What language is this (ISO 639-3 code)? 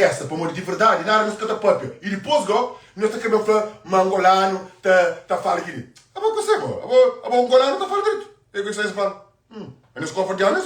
kea